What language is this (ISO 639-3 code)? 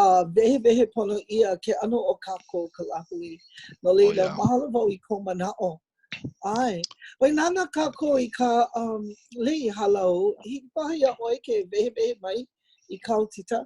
haw